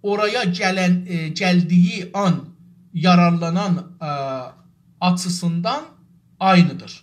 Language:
South Azerbaijani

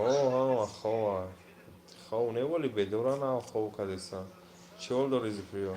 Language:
Tajik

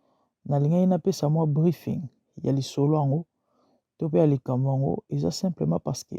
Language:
Lingala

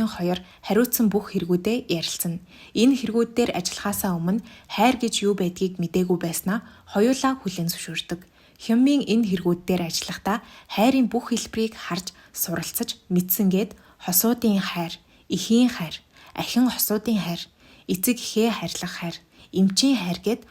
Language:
Mongolian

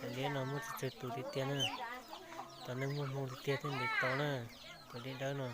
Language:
Hmong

